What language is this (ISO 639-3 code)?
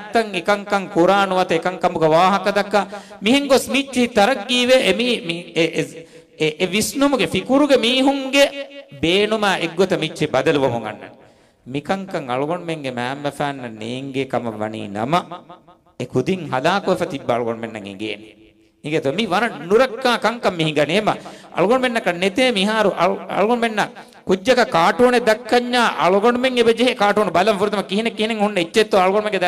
div